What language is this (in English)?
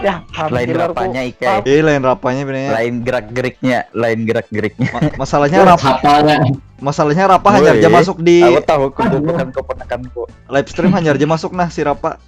Banjar